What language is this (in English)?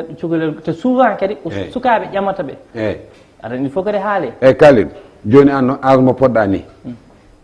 Fula